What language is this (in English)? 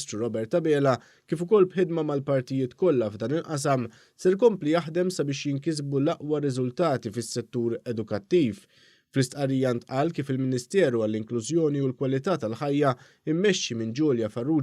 Maltese